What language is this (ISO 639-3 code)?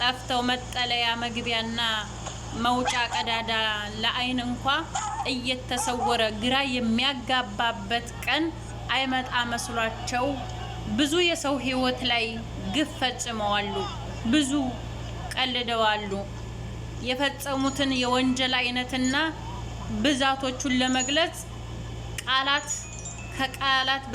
amh